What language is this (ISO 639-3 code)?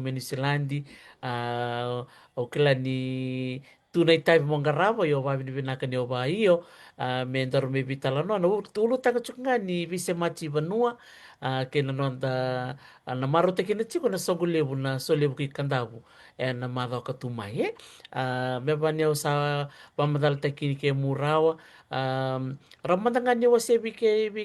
fij